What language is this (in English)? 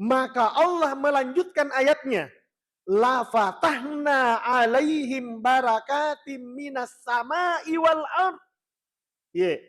Buginese